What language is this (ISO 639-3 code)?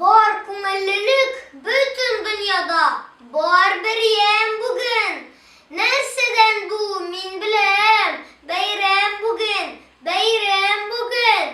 tat